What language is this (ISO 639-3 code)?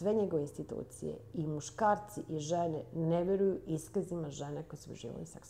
srp